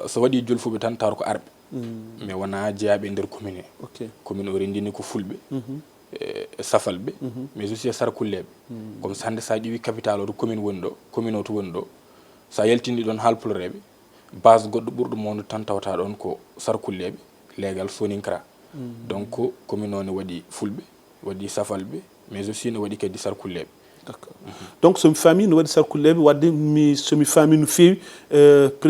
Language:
Fula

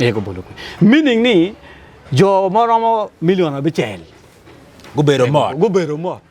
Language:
Acoli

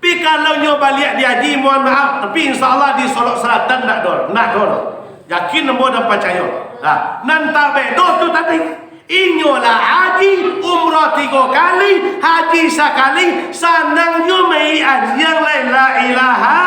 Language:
Minangkabau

